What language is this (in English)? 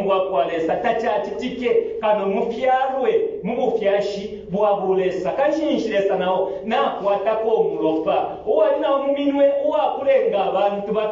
Bemba